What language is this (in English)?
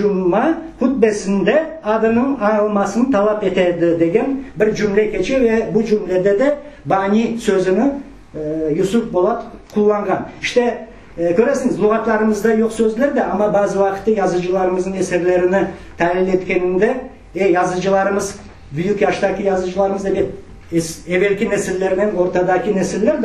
Crimean Tatar